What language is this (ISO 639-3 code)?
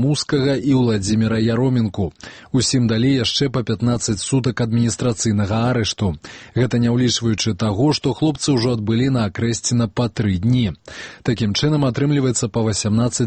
bel